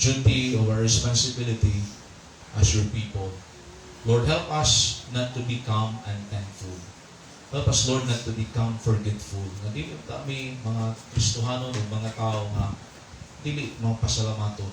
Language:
Cebuano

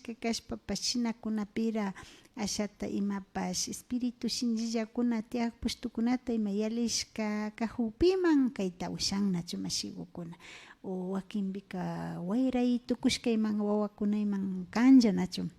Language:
Imbabura Highland Quichua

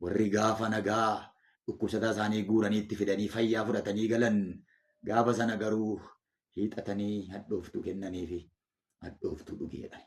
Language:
Oromo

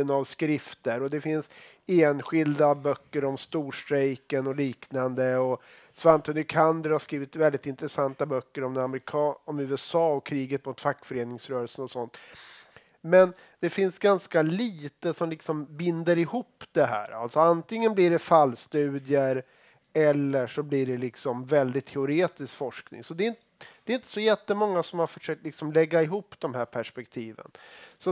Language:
Swedish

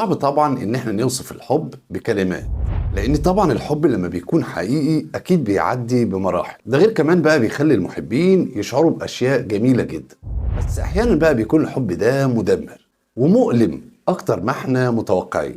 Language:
Egyptian Arabic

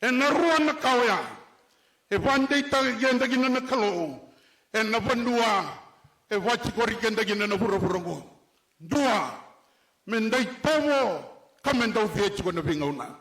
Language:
Fijian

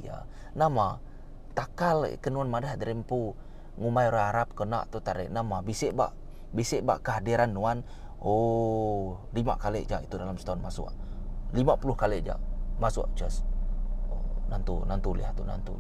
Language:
Iban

